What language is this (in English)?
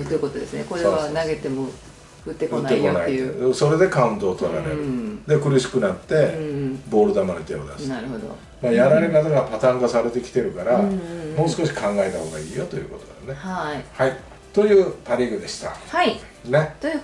Japanese